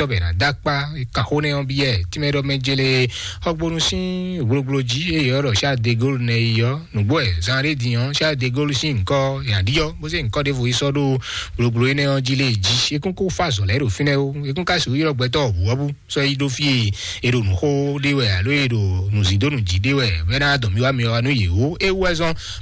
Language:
Fon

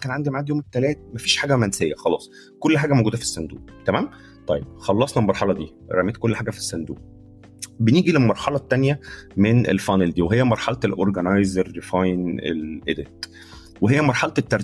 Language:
Egyptian Arabic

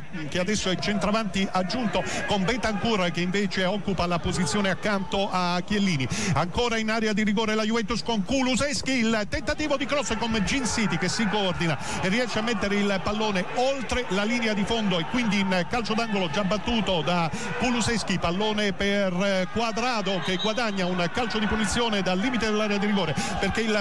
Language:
Italian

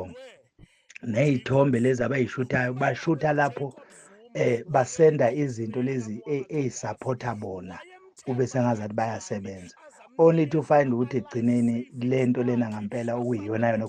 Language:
Zulu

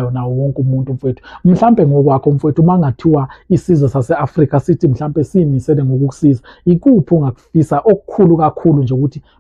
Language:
Zulu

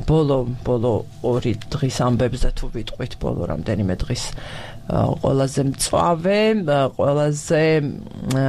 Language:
Georgian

